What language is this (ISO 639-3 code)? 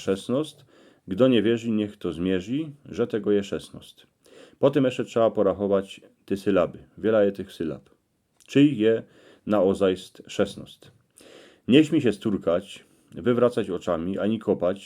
szl